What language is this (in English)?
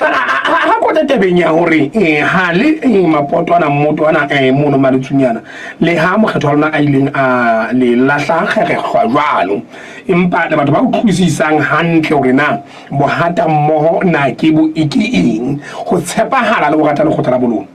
Southern Sotho